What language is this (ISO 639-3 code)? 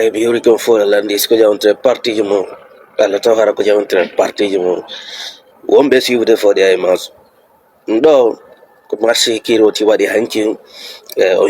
ful